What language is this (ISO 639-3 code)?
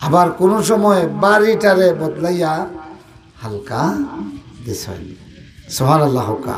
syl